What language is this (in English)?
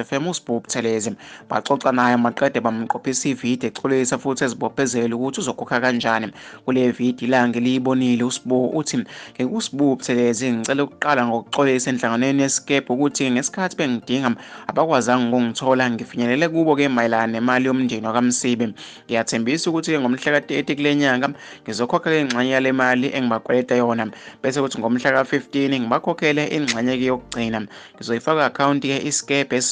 Zulu